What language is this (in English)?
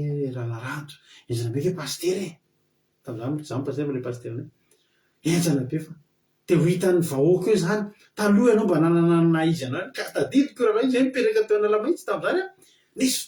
Malagasy